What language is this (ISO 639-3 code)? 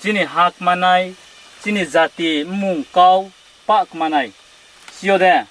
ria